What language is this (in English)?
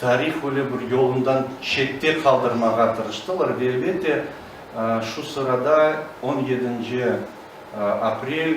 Crimean Tatar